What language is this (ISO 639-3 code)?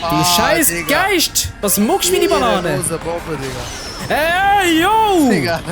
gsw